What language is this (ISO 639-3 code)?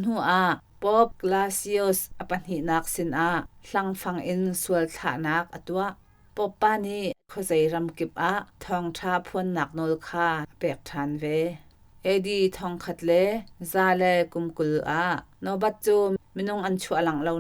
cnh